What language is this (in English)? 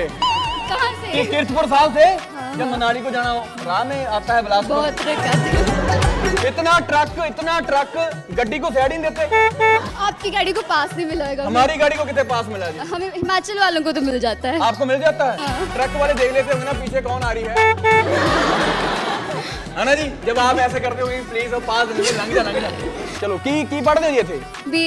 Punjabi